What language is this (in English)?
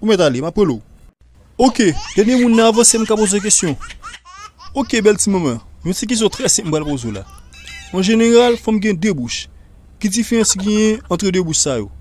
Haitian Creole